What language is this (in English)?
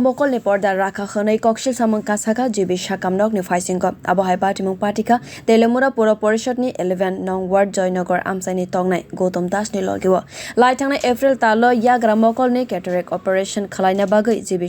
Kok Borok